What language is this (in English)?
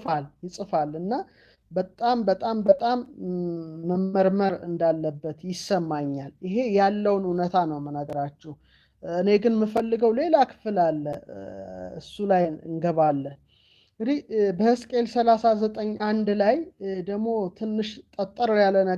Amharic